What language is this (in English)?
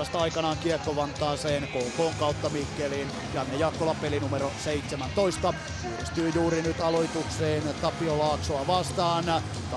Finnish